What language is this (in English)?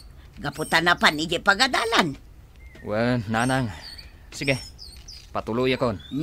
Iloko